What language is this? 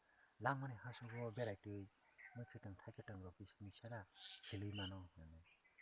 Kok Borok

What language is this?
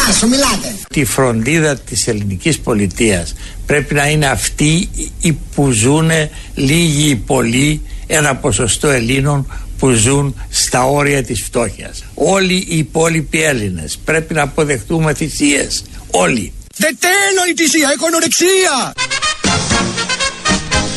Greek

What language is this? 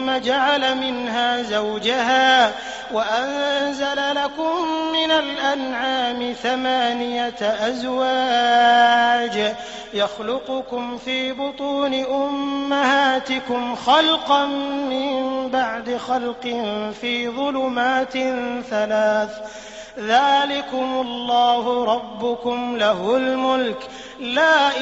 Arabic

